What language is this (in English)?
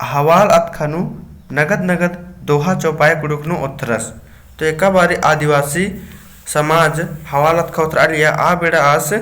Kurukh